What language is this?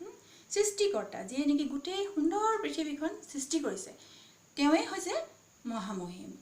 Assamese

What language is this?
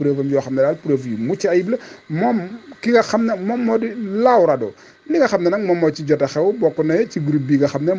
Wolof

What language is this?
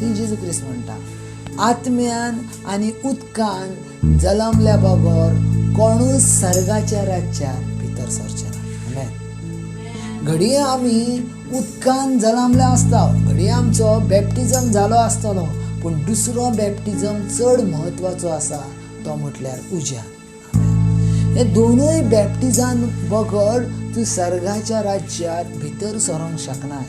Konkani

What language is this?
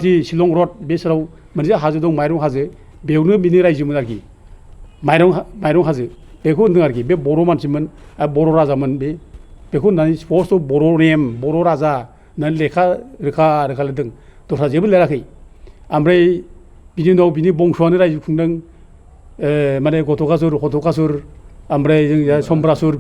Bodo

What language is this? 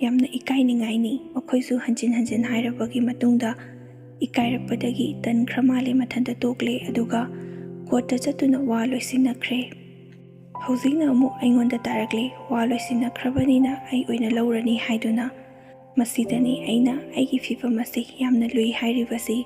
Manipuri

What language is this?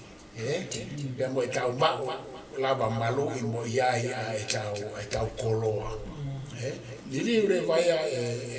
Tongan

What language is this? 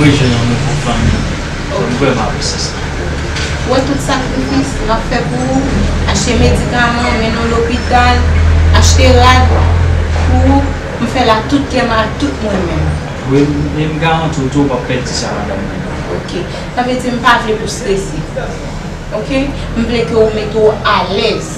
Haitian Creole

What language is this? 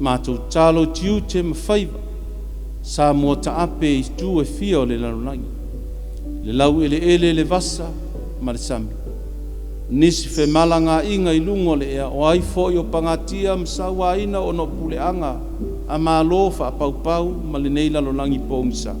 Samoan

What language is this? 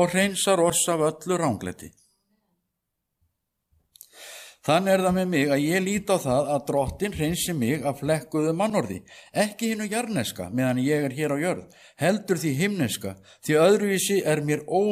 Icelandic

